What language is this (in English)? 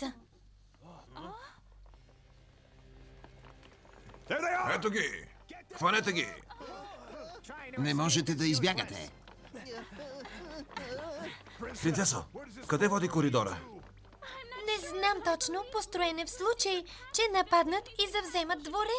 Bulgarian